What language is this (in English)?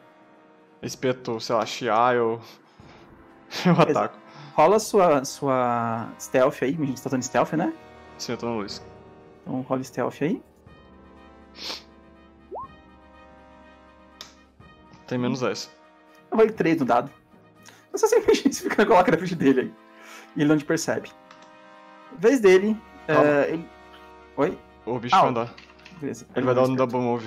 Portuguese